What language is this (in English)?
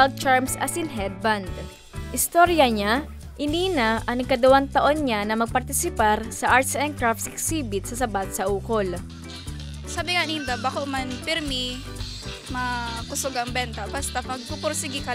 Bikol